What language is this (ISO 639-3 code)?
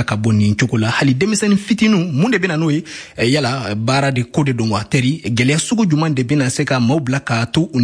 bam